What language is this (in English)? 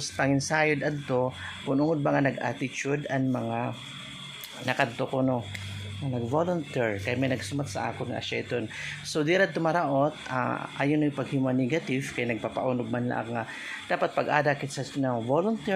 Waray